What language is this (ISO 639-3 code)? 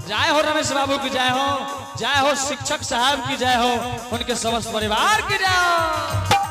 anp